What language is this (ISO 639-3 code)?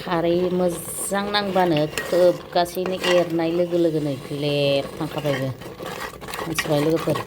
brx